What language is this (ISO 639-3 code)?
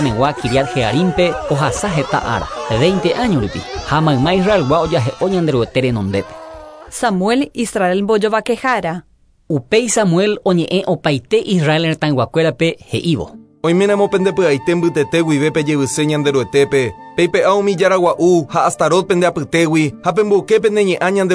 grn